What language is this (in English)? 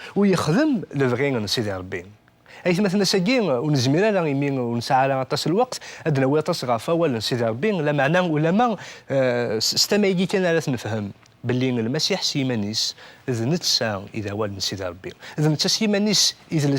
Kabyle